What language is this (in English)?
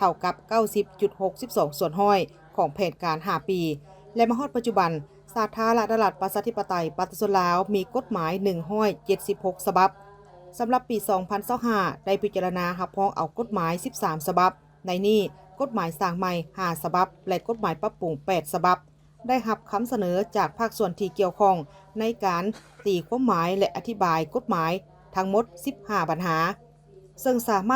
Lao